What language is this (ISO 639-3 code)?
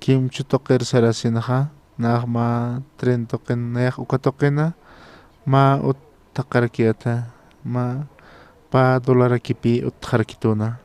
aym